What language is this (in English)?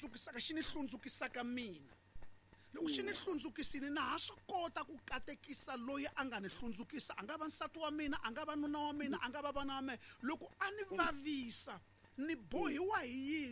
Tsonga